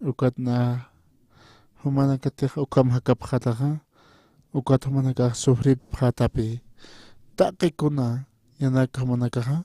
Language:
Aymara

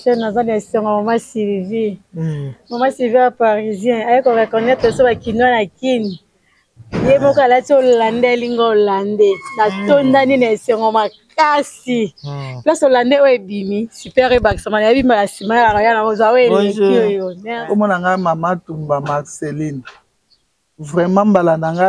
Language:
Lingala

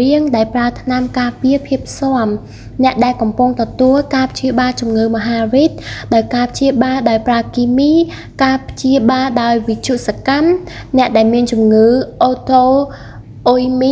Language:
Khmer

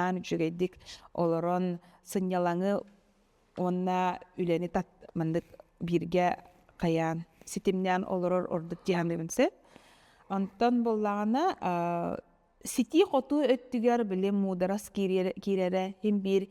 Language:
Yakut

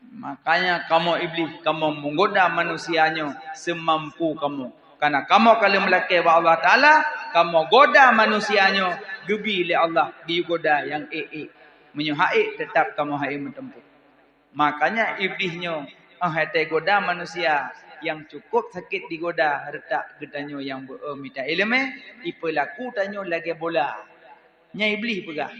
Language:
Achinese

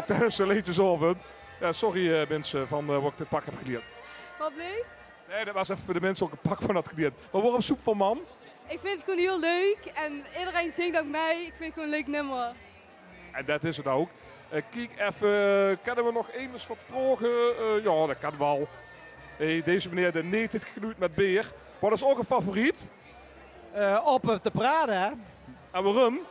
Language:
Limburgish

